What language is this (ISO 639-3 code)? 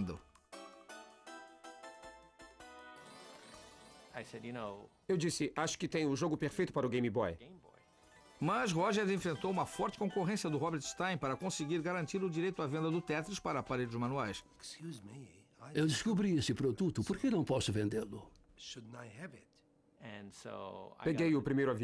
por